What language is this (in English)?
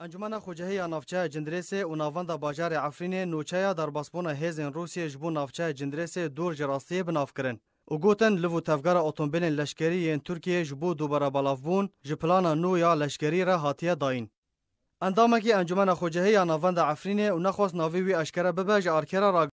Kurdish